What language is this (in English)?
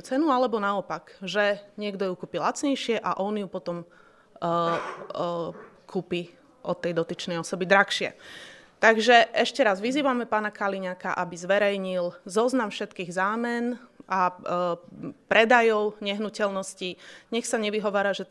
Slovak